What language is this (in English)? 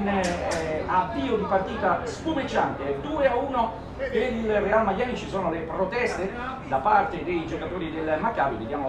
Italian